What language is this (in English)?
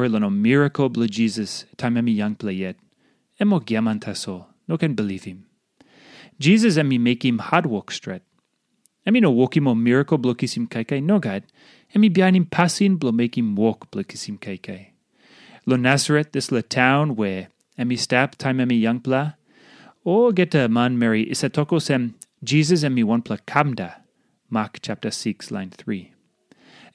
Tok Pisin